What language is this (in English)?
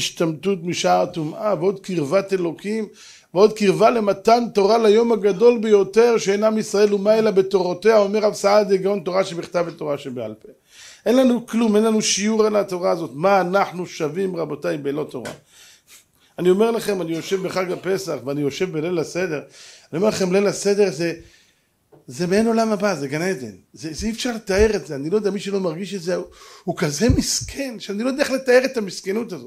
Hebrew